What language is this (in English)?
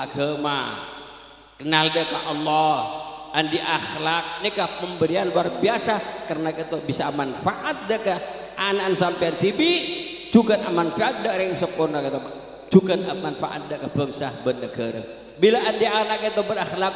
Madurese